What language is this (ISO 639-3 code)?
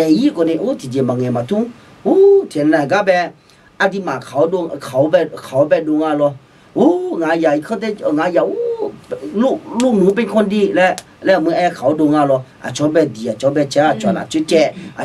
ahk